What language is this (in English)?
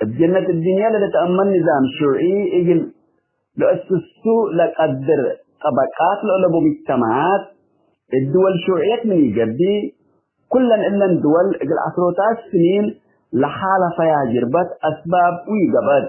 Tigre